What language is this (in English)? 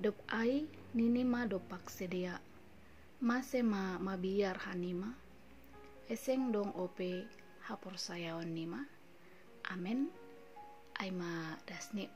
Batak Simalungun